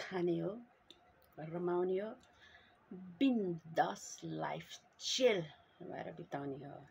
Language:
Nepali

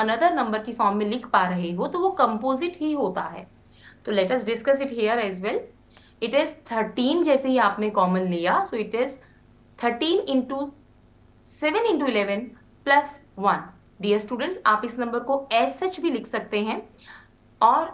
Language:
Hindi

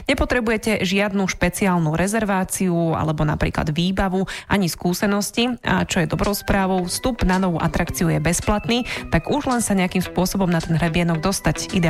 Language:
Slovak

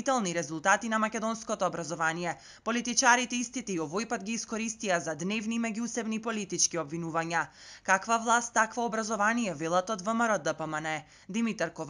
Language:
Macedonian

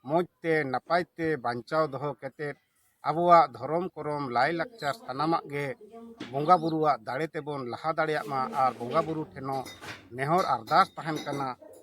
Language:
Santali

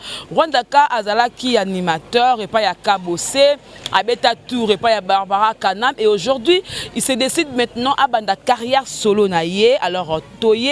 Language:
Lingala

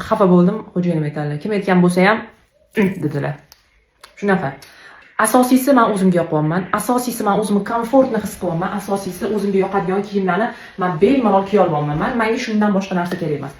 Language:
Uzbek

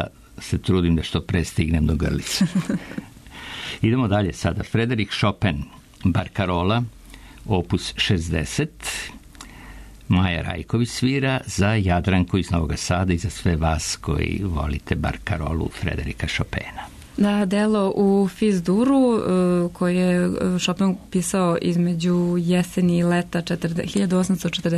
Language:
Serbian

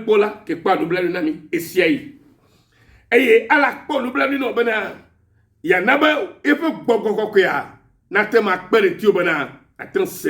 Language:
Ewe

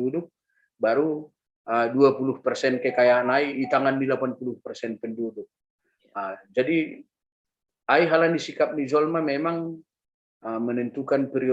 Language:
Batak Simalungun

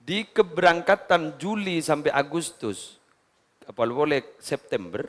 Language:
Madurese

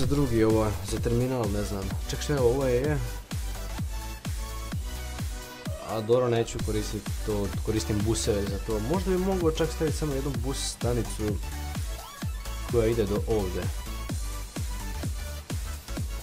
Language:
Croatian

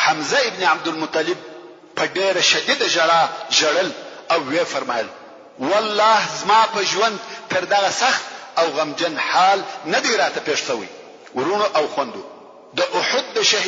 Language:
Pashto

